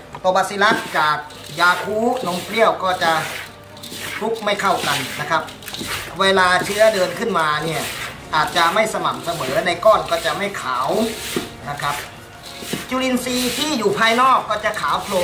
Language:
Thai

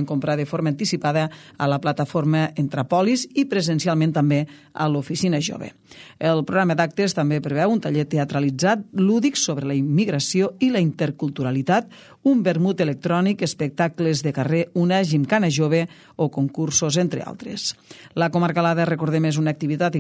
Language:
Catalan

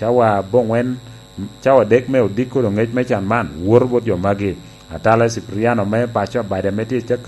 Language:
Lango (Uganda)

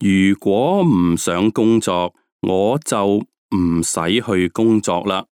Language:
Cantonese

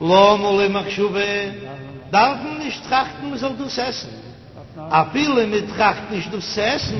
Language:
Yiddish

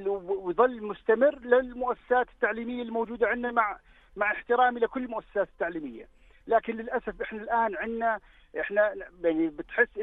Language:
North Levantine Arabic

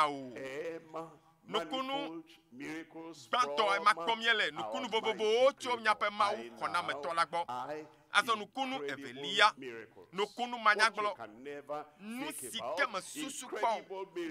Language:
Ewe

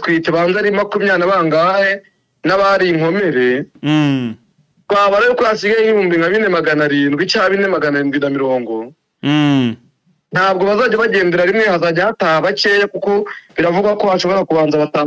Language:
Kinyarwanda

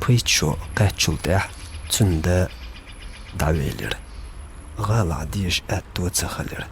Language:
Chechen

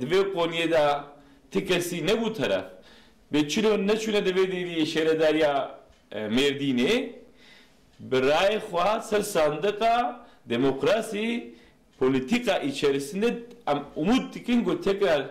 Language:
Kurdish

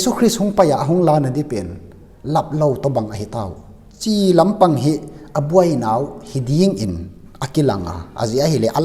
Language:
Tedim Chin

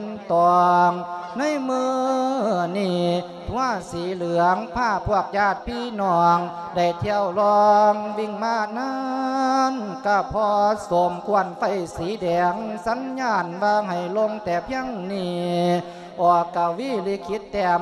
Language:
Lao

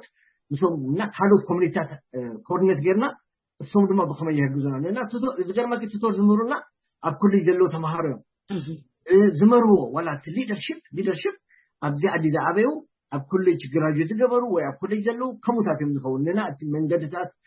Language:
Tigrinya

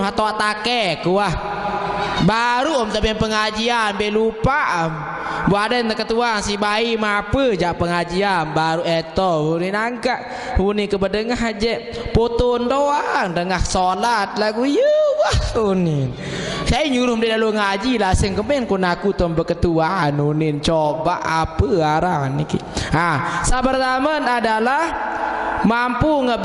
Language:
Sasak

